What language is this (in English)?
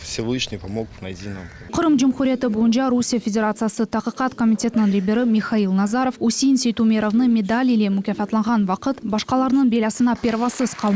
Crimean Tatar